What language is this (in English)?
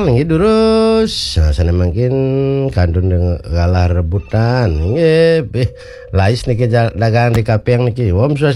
Balinese